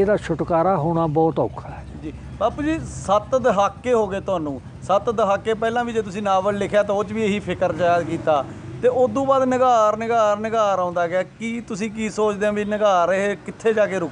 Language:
Punjabi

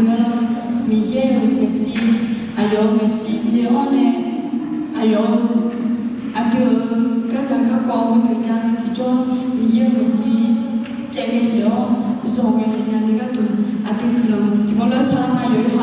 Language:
Akha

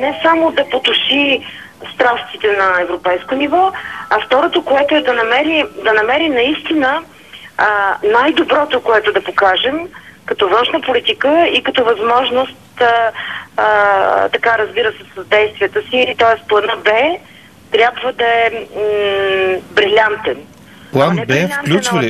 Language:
Bulgarian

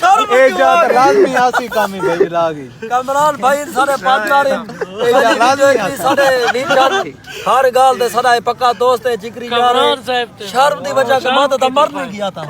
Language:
Saraiki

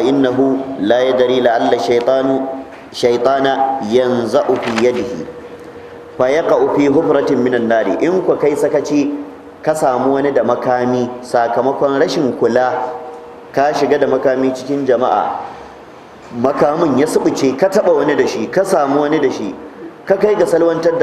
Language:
Hausa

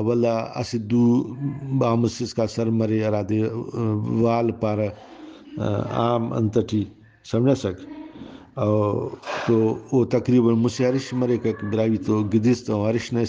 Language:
Brahui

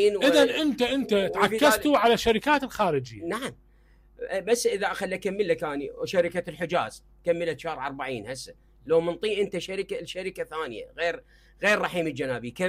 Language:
Mesopotamian Arabic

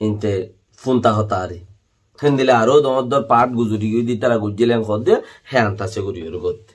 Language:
Rohingya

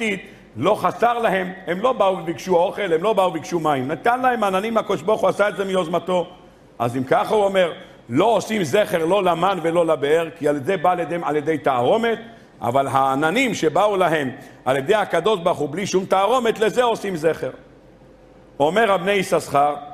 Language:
Hebrew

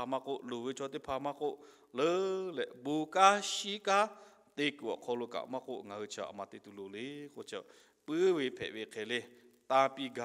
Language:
Lahu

